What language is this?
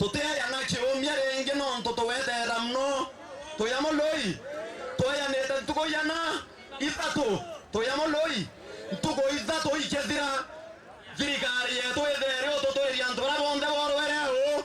Meru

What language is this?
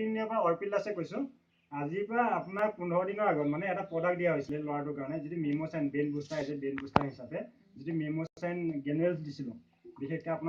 Assamese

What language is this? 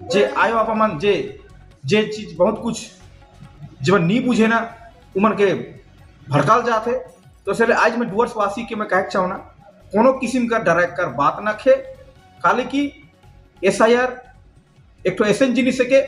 Sadri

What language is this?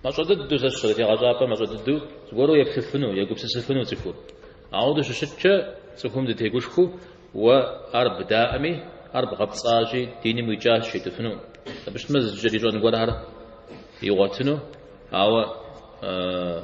Kabardian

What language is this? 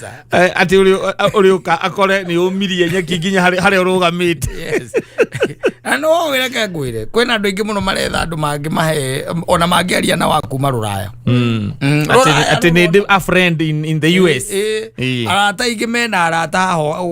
Kikuyu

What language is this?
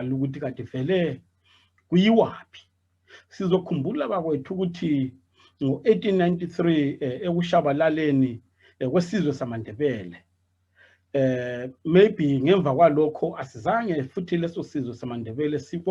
Zulu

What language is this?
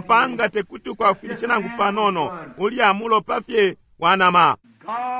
Bemba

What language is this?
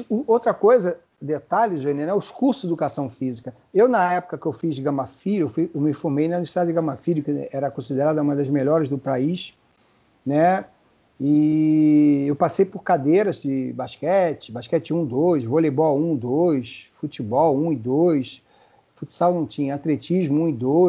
Portuguese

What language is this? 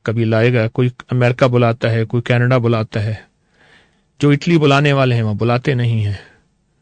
Urdu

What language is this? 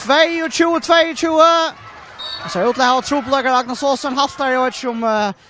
Faroese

